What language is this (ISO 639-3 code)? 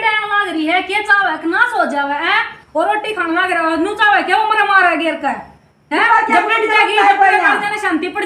bgc